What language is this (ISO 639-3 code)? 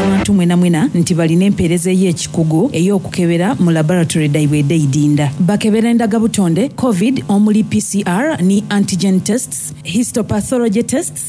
xog